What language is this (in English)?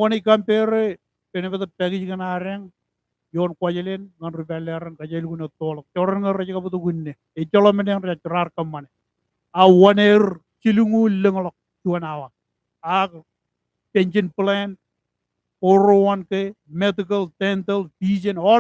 Marshallese